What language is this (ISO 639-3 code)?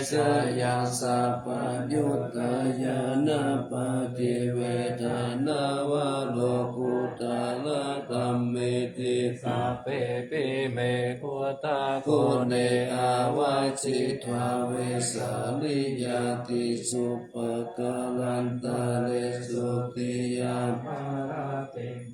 pli